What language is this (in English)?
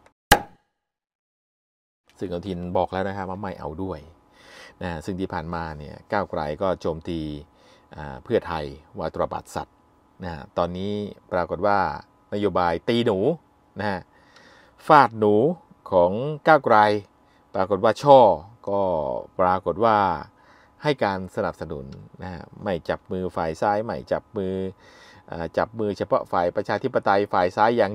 Thai